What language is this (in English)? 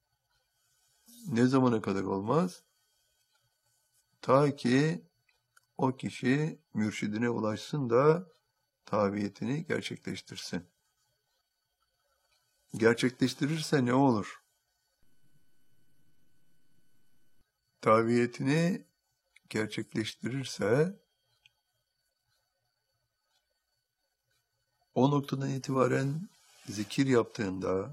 Turkish